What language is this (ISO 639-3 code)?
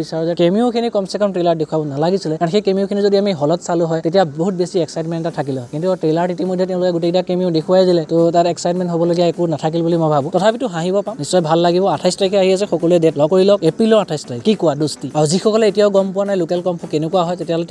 asm